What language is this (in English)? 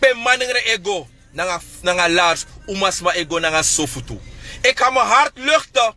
Sranan Tongo